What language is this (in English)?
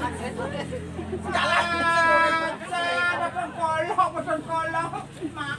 Balinese